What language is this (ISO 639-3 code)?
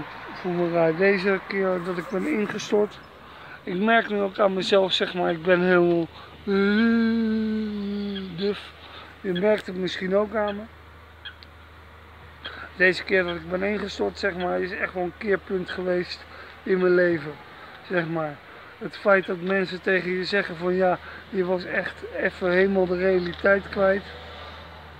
nld